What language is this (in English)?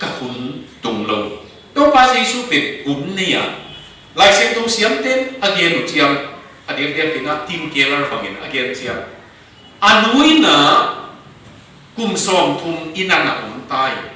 Tedim Chin